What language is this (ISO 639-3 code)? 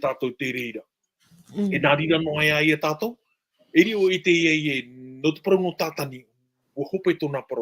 tah